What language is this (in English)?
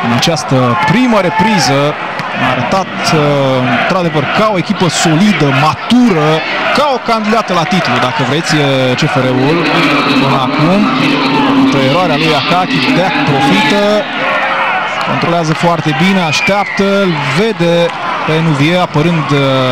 Romanian